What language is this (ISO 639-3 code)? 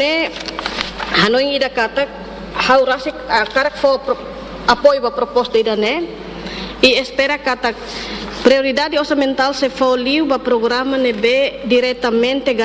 tet